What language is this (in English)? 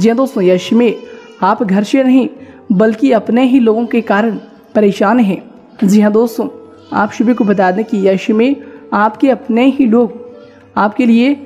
Hindi